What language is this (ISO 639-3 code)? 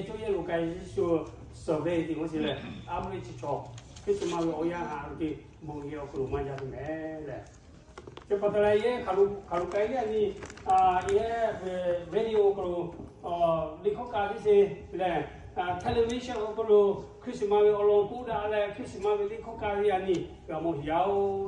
lhu